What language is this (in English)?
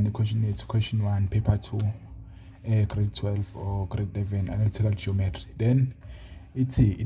Zulu